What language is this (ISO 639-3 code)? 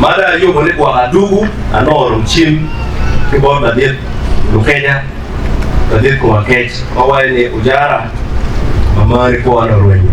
ach